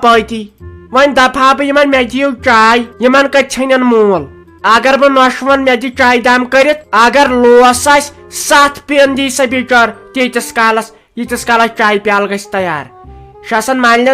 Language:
Kashmiri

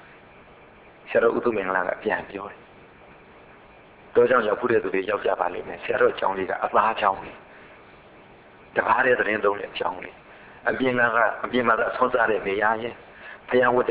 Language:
Burmese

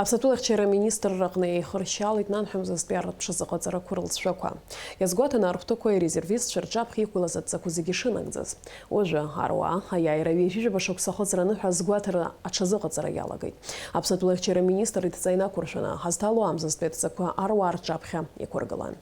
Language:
Abkhazian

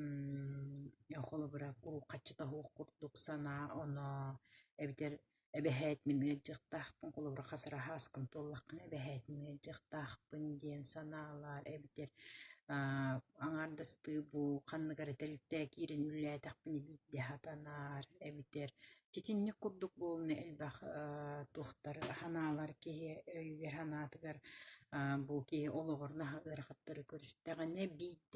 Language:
Yakut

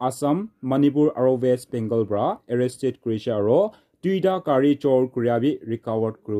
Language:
Naga Pidgin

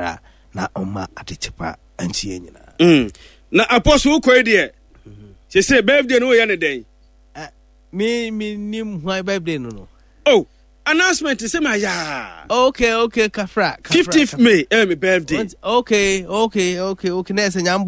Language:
Akan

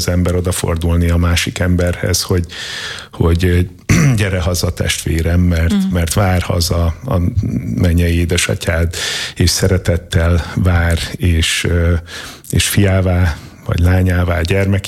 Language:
Hungarian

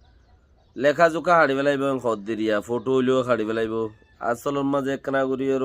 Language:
Rohingya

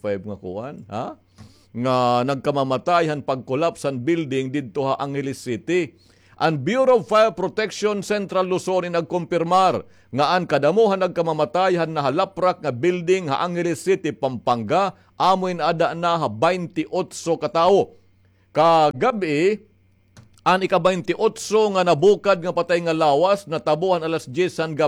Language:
Waray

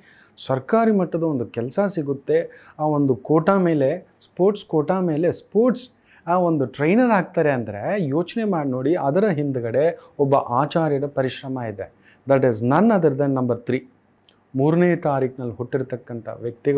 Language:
Kannada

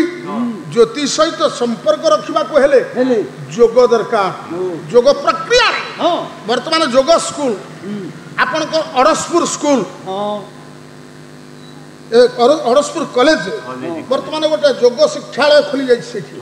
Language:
Odia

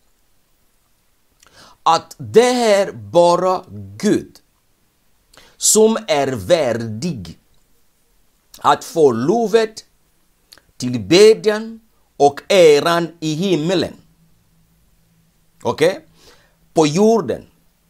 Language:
Swedish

